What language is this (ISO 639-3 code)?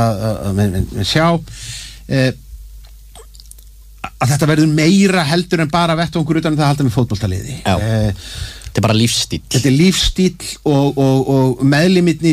isl